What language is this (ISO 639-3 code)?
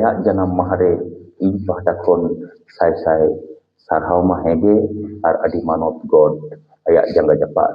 sat